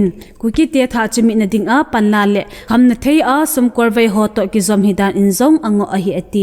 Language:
Thado Chin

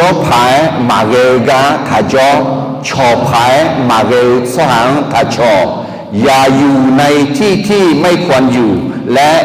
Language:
Akha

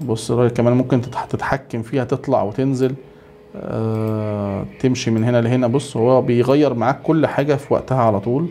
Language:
Egyptian Arabic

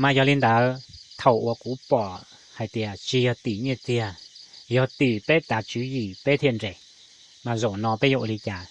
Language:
Hmong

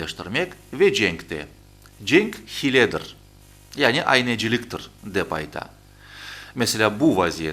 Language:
Crimean Tatar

